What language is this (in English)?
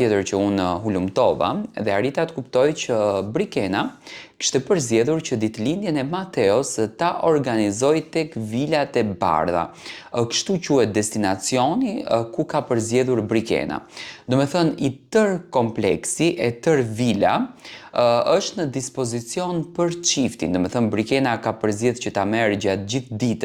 Albanian